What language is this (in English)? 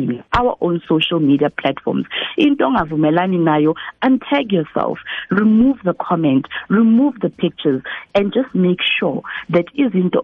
South Ndebele